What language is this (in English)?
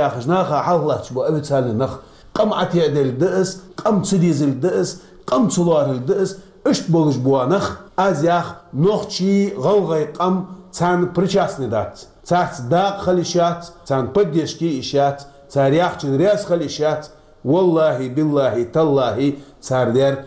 Chechen